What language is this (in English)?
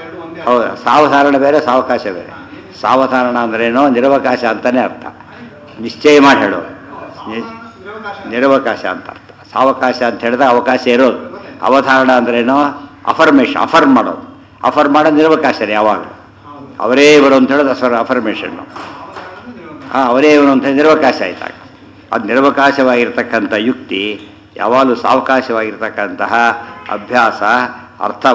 Kannada